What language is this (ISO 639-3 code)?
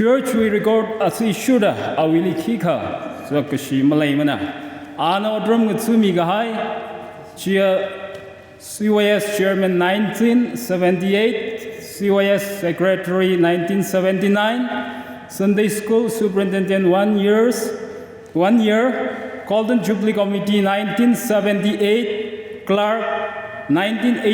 nmf